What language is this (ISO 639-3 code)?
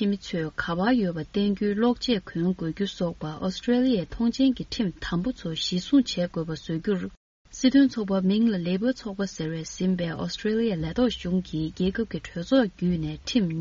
bod